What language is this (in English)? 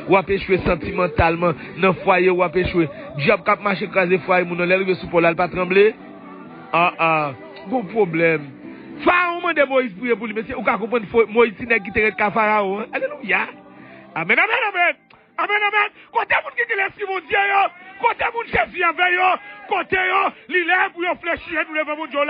Haitian Creole